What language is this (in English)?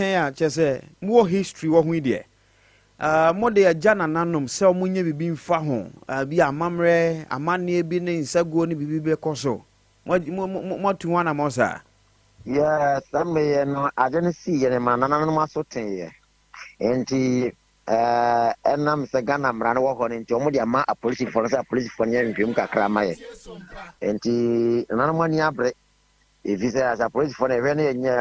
Akan